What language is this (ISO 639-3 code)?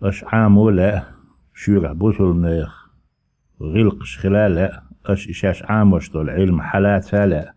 che